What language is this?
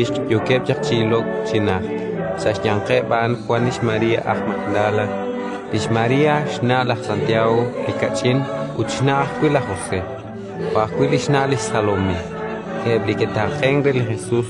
Kekchí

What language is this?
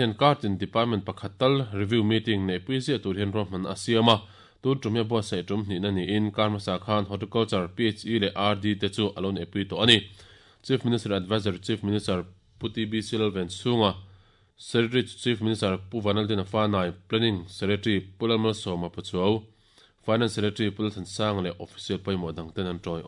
Mizo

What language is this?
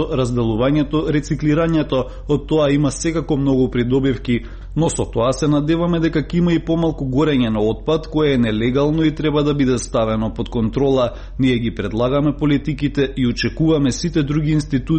Macedonian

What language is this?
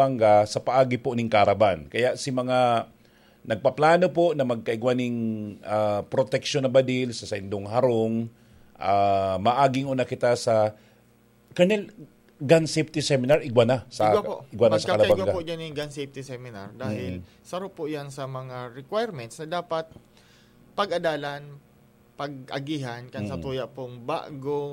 Bikol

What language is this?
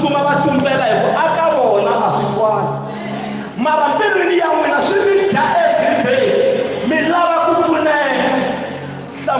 Tsonga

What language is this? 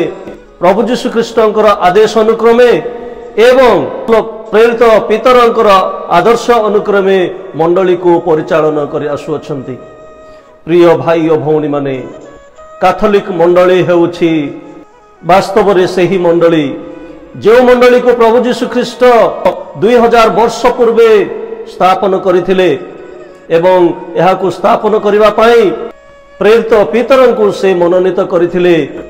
Odia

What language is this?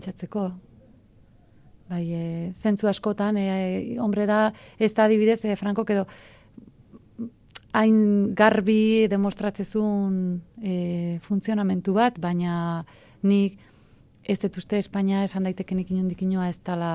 Basque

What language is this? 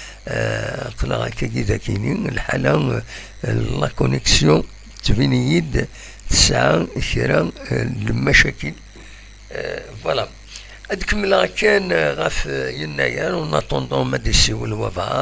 Kabyle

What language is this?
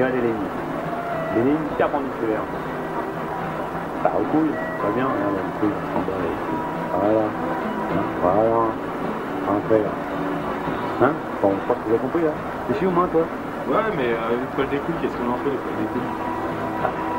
French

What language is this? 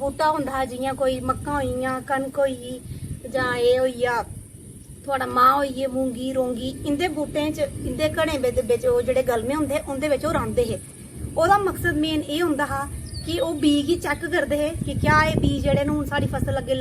Dogri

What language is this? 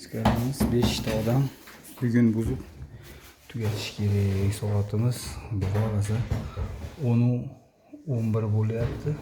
Uzbek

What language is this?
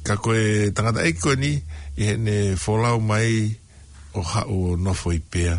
Tongan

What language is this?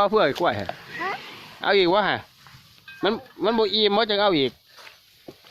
Lao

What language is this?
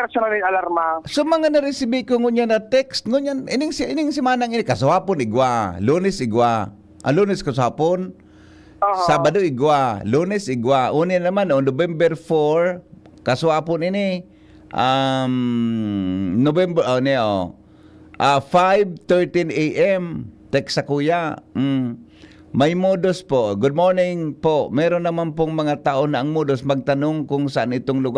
Bikol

